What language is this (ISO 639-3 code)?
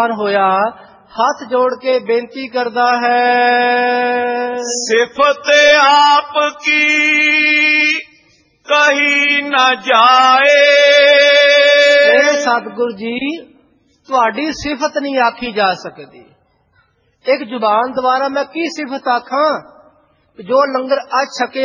pan